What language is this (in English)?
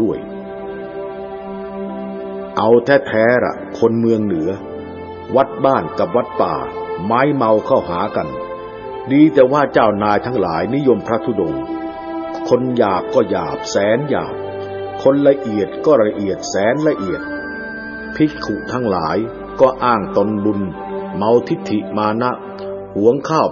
Thai